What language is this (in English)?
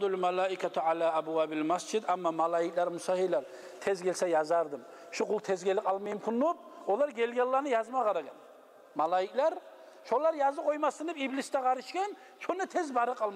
Kumyk